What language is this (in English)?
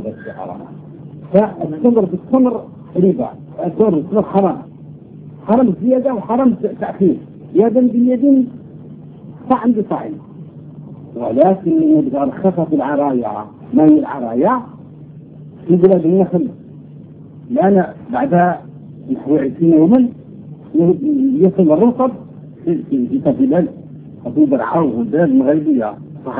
Arabic